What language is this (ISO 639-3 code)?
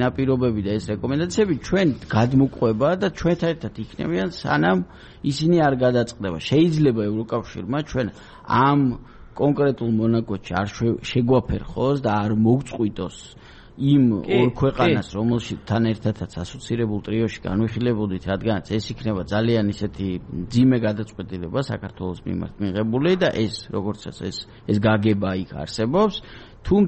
kat